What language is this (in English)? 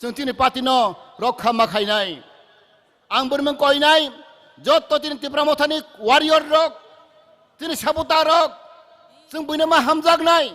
Kok Borok